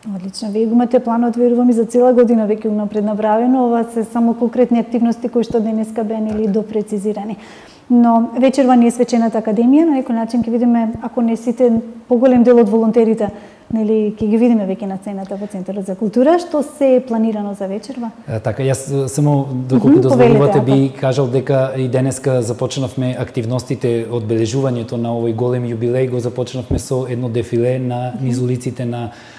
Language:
Macedonian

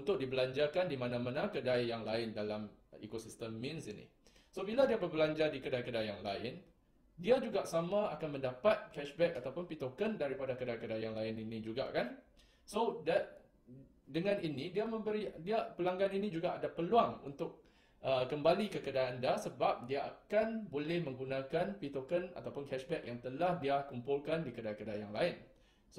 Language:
Malay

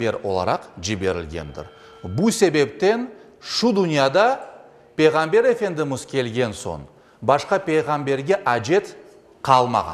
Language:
Crimean Tatar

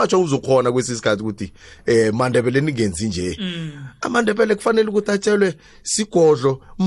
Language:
South Ndebele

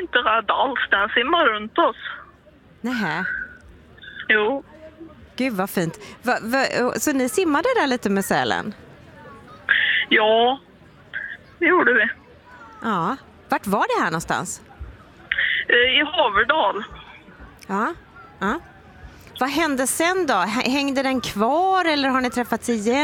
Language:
Swedish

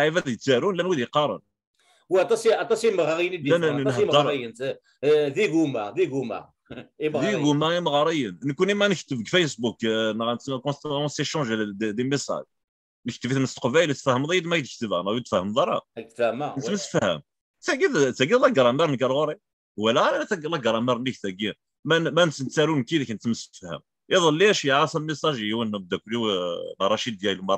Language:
Kabyle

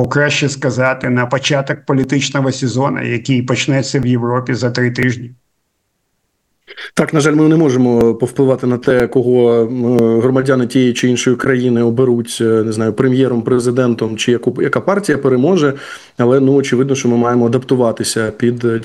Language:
Ukrainian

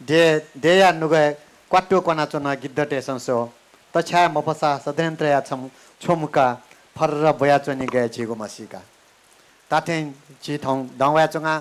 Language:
Newari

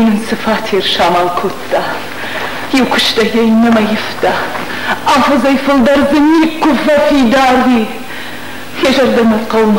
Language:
Ossetic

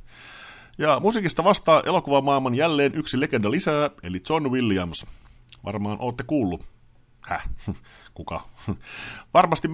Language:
Finnish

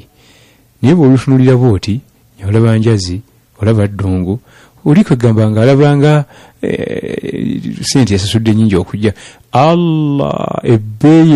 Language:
Ganda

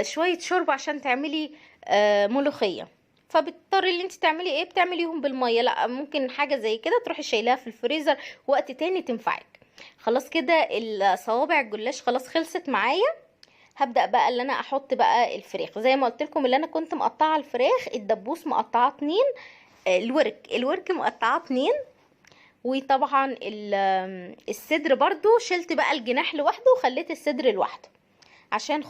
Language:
Egyptian Arabic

